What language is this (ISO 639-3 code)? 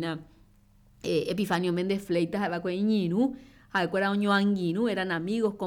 grn